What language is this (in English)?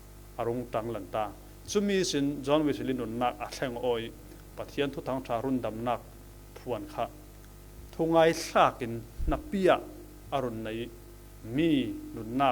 Falam Chin